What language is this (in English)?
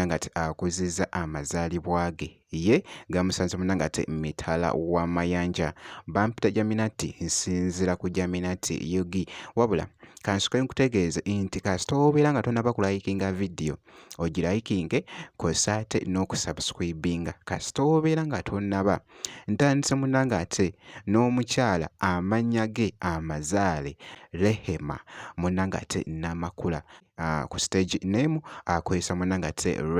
Ganda